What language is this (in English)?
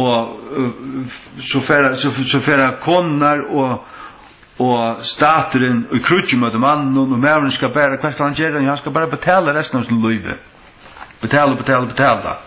Faroese